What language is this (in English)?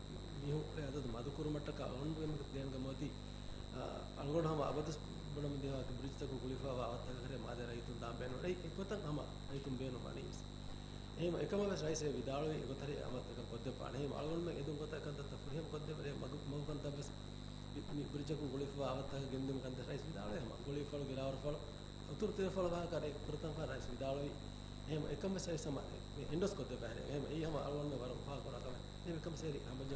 Divehi